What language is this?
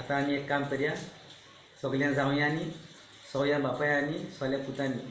Konkani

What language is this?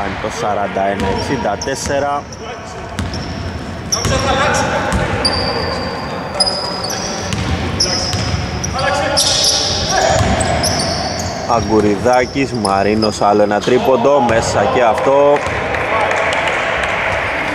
Greek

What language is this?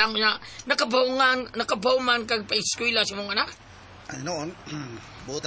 Cebuano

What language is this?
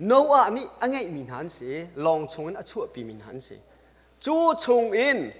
Hakha Chin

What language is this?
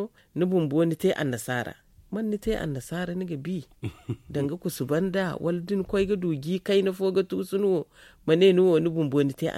Zarma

